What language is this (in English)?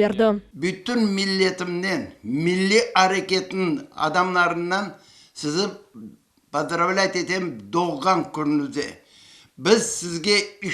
Crimean Tatar